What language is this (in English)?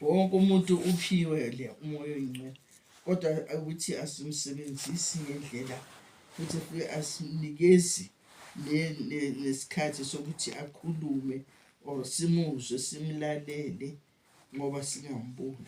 Zulu